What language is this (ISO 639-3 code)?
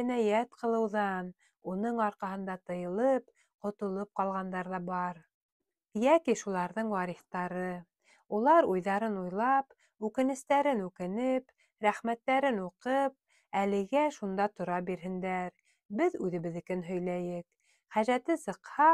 bak